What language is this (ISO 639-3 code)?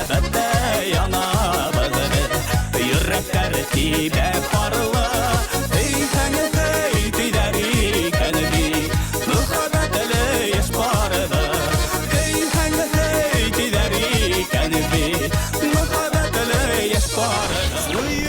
bak